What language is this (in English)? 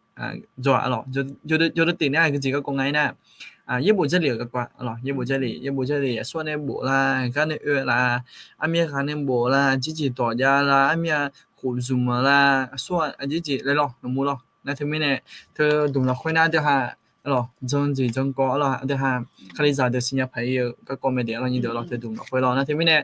Akha